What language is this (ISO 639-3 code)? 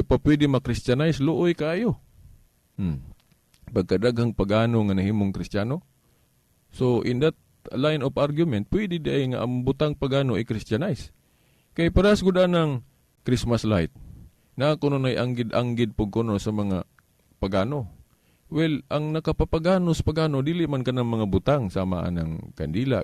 ceb